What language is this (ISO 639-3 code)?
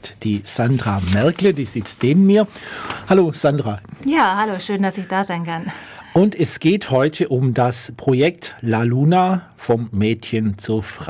deu